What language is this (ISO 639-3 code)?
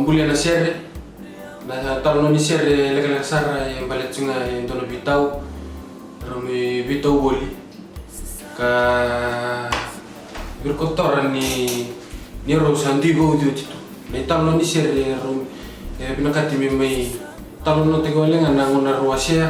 fij